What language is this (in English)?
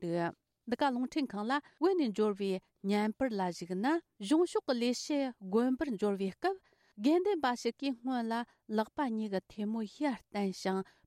Tibetan